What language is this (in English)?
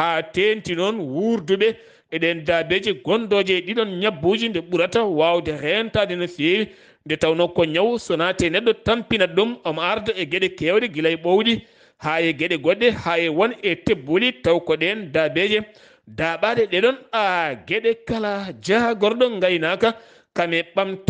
Fula